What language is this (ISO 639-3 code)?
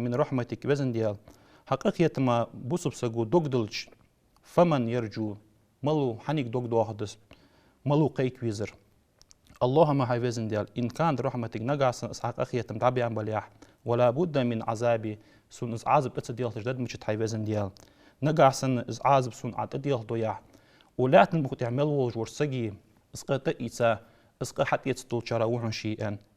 inh